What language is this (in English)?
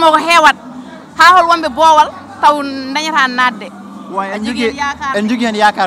Fula